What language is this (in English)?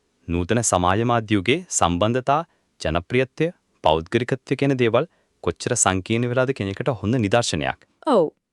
Sinhala